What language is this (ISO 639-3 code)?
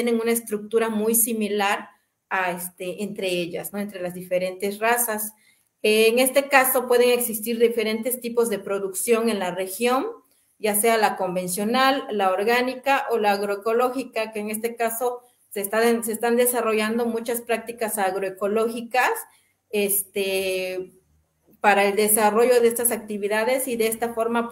spa